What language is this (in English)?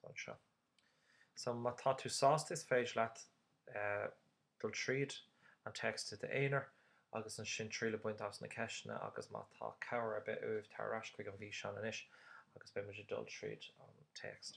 Irish